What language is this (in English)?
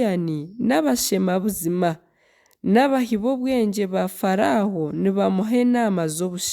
Nyankole